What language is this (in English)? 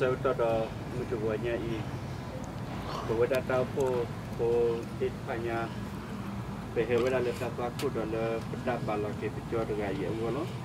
S'gaw Karen